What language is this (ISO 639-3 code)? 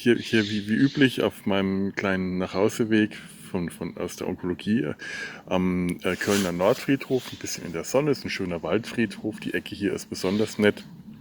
deu